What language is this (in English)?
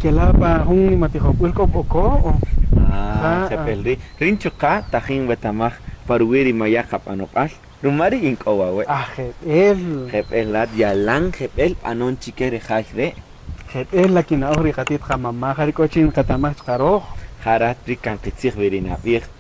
Kaqchikel